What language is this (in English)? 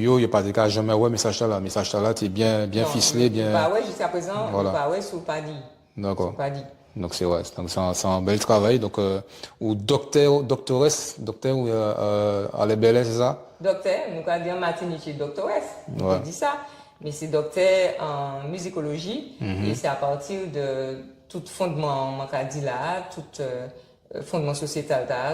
Guadeloupean Creole French